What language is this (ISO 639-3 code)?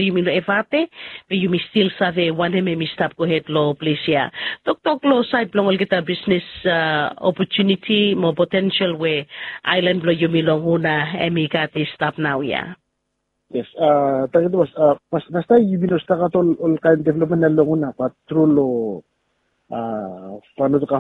bis